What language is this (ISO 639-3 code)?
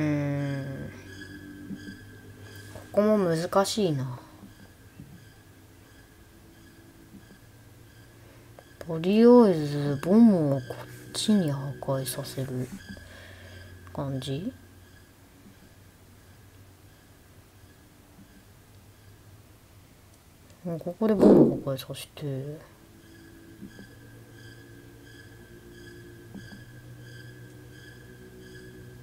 jpn